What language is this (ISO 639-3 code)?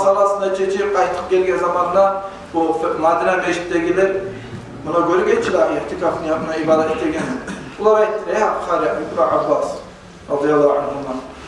kum